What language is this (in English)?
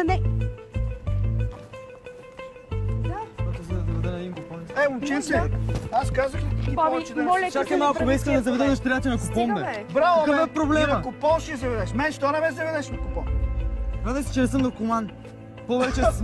Bulgarian